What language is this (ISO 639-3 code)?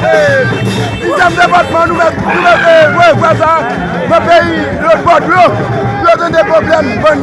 hat